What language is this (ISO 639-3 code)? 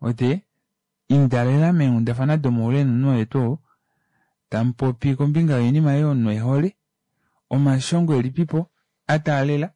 kua